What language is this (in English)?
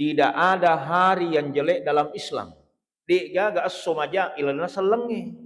Buginese